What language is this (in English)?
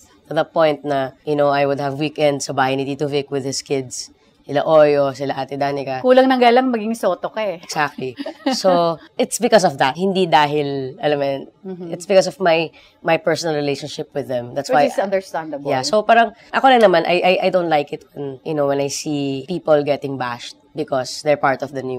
Filipino